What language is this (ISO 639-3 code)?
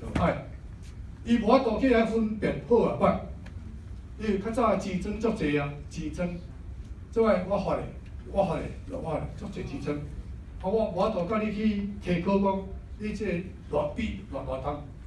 nan